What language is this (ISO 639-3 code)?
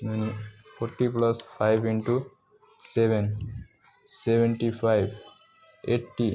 nep